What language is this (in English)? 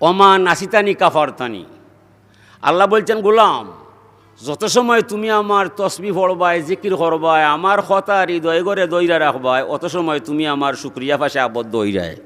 Sylheti